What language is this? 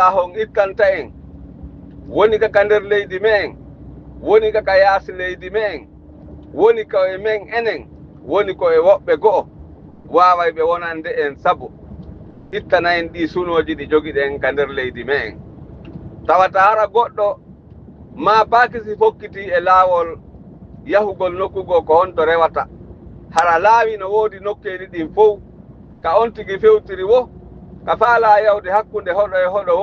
Fula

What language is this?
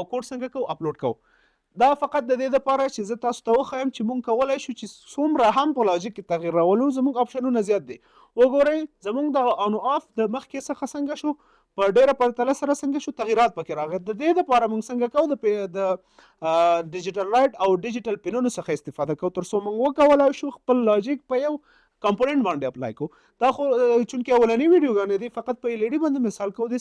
Pashto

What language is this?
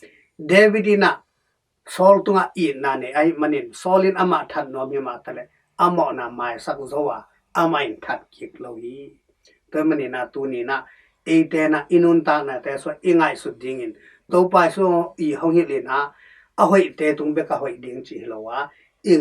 Tedim Chin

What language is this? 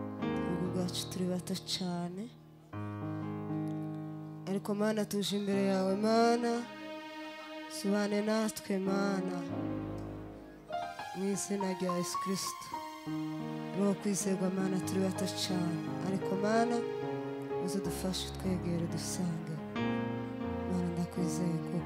Kinyarwanda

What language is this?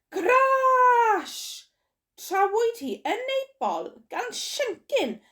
Welsh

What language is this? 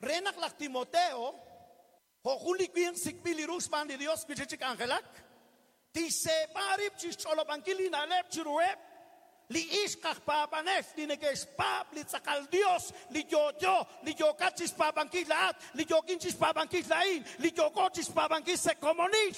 Kekchí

